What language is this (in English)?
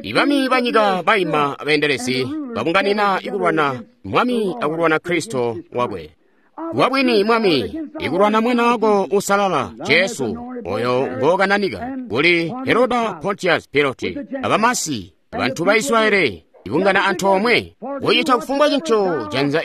Tonga (Zambia)